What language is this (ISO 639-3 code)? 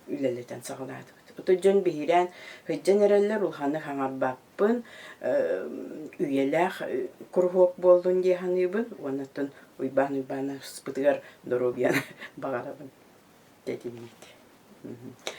sah